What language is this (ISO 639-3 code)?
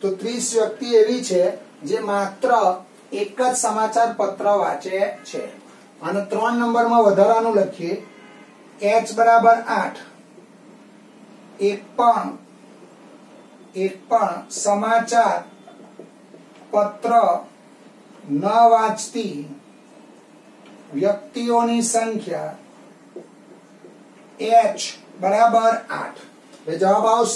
guj